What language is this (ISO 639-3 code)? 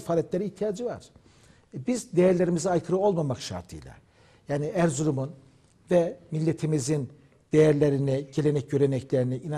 tur